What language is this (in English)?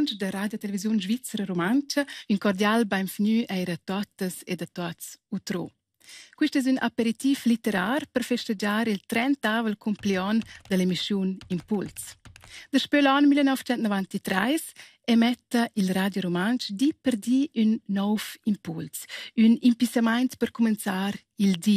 Romansh